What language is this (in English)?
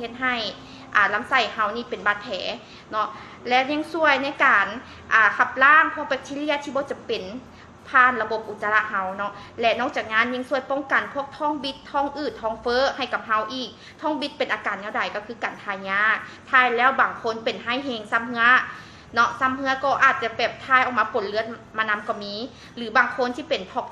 Lao